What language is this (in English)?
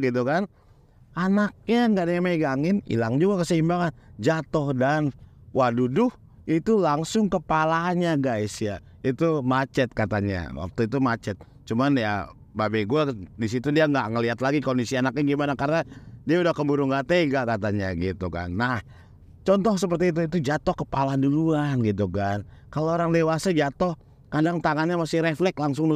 Indonesian